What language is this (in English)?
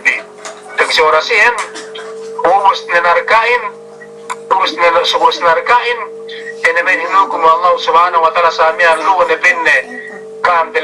Yakan